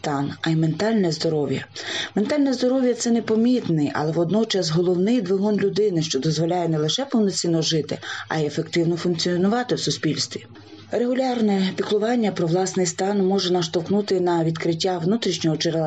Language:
Ukrainian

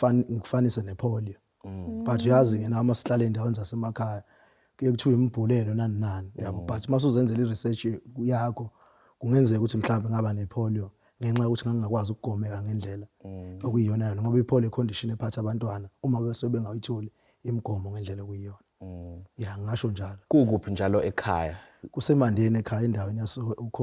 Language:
Zulu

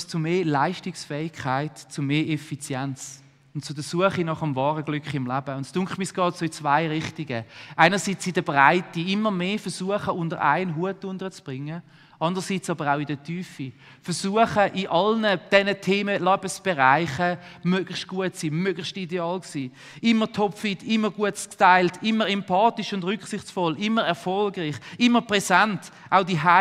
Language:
Swiss German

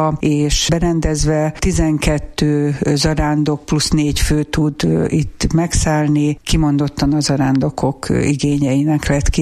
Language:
Hungarian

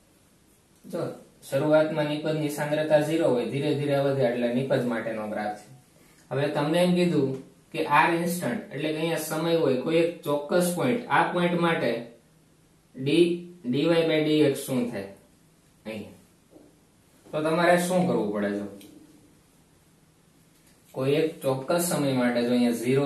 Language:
Gujarati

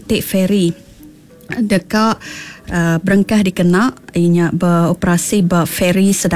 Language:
Iban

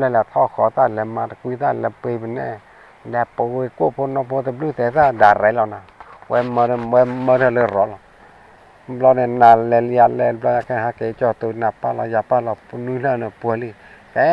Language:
S'gaw Karen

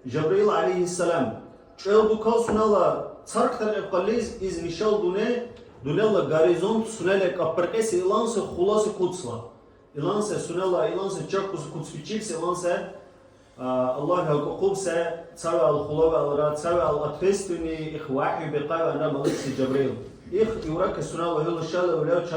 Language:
Dargwa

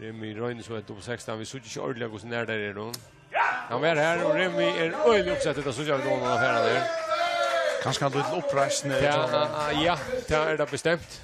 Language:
Faroese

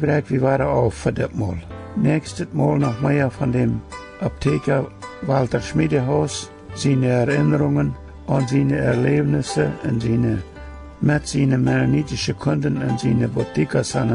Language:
Plautdietsch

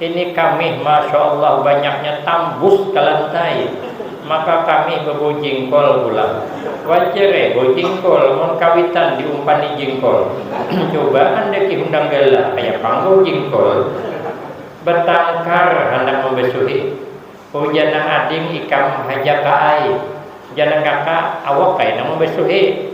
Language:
Banjar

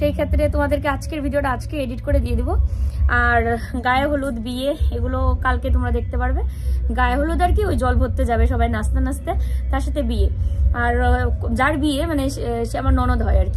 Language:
Bangla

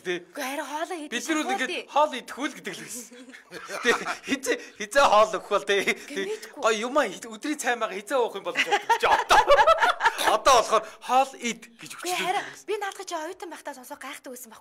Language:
Mongolian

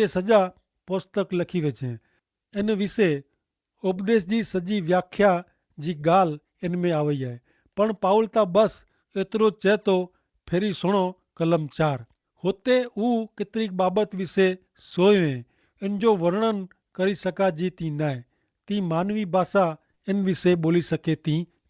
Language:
Kachhi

